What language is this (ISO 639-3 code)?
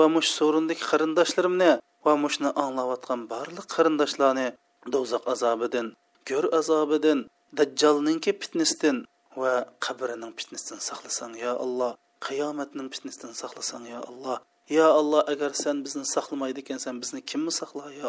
uig